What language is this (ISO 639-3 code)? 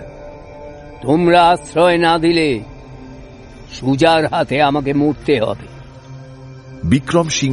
ben